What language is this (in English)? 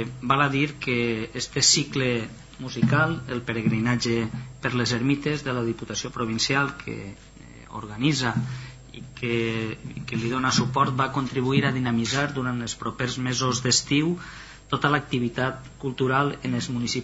Catalan